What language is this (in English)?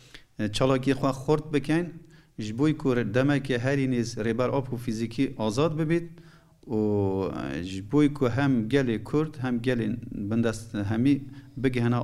Kurdish